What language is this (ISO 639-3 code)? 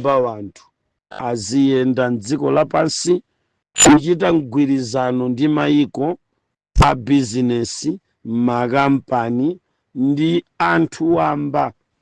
nya